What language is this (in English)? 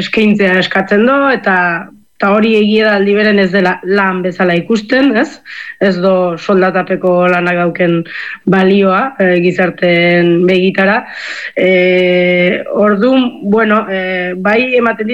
Basque